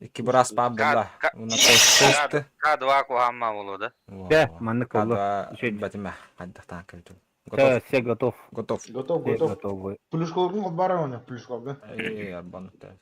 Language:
Yakut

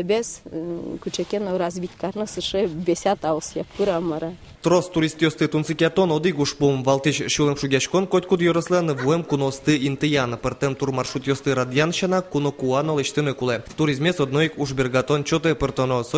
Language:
Udmurt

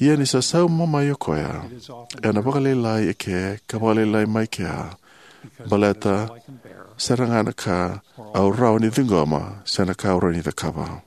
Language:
Fijian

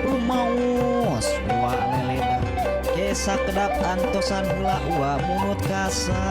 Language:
Sundanese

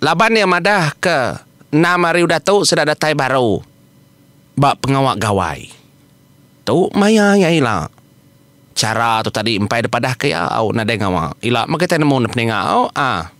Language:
Iban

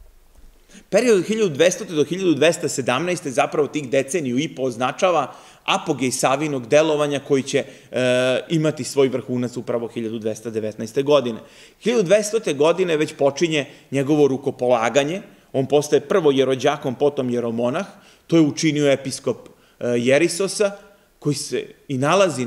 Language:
Serbian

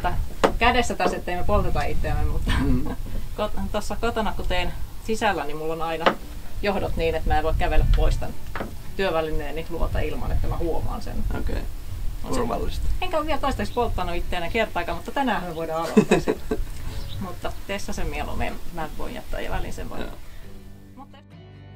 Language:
Finnish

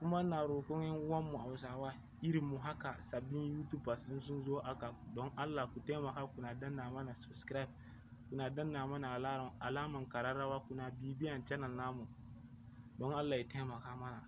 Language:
Hausa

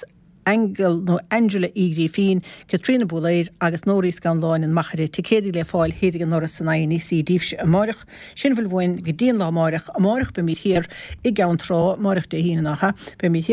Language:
Irish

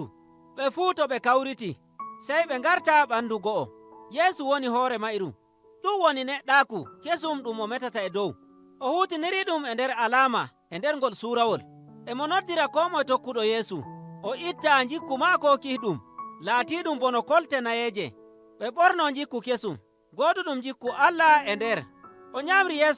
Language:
Nigerian Fulfulde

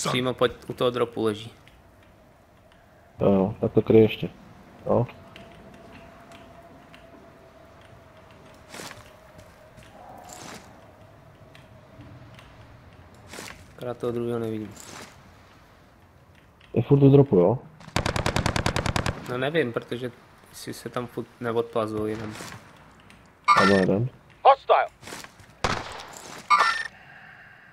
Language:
Czech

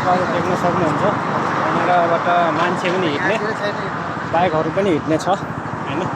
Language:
Nepali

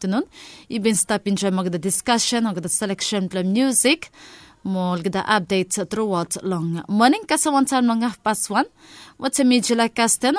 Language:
Bislama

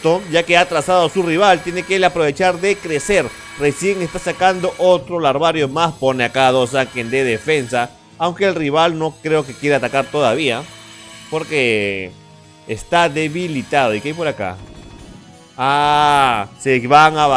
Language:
Spanish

